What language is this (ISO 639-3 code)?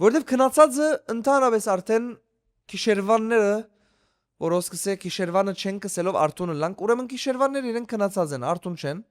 hyw